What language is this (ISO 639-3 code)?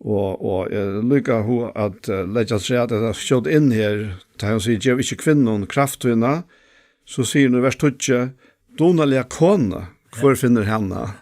fao